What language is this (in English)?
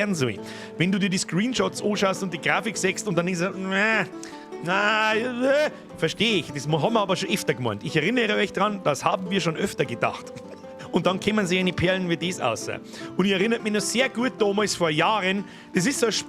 Bavarian